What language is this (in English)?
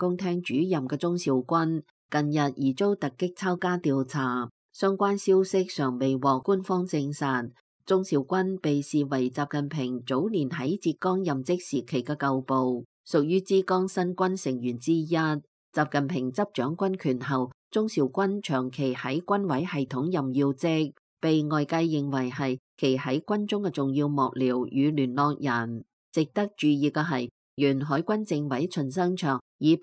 Cantonese